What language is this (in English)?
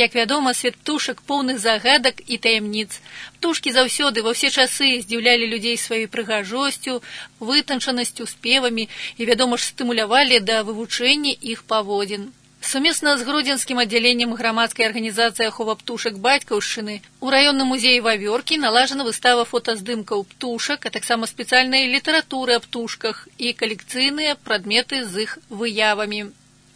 Belarusian